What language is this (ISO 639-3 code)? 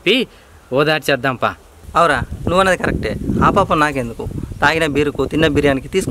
tel